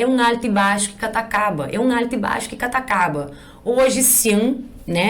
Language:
Kabuverdianu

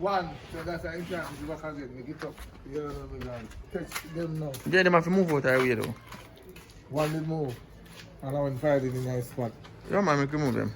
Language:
Jamaican Creole English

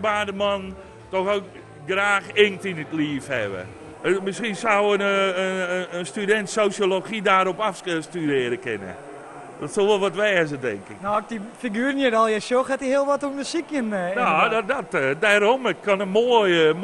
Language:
Western Frisian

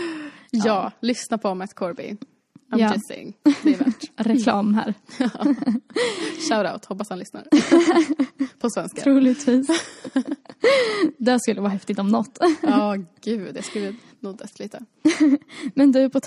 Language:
Swedish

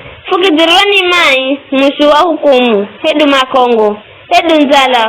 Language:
Giryama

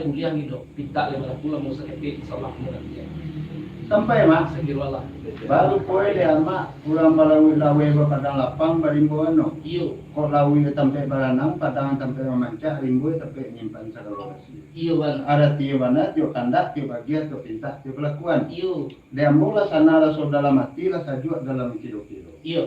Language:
Minangkabau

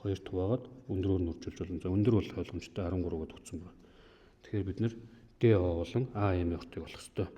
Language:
Mongolian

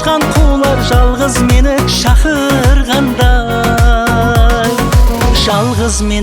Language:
Kara-Kalpak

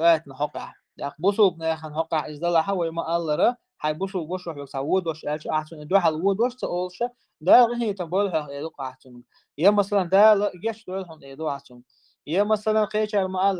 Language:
Chechen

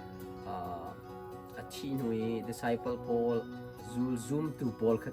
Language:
Hakha Chin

